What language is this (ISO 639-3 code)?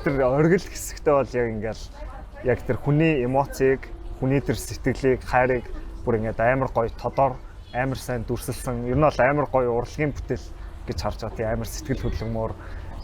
mon